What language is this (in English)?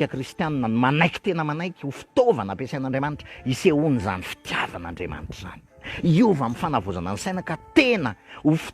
Malagasy